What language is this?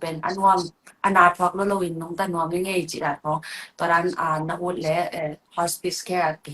Tedim Chin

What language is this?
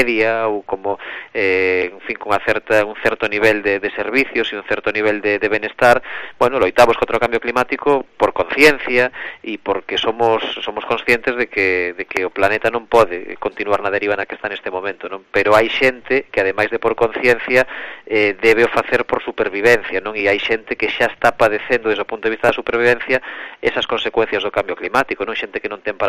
Galician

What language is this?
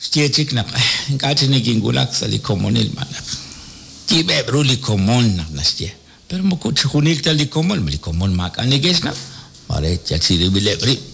Kekchí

